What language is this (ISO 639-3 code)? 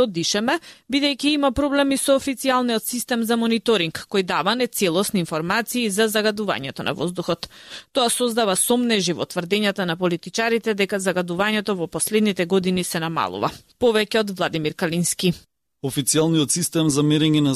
mkd